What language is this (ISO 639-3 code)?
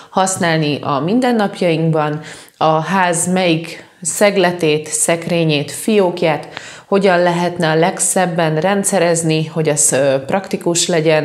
hun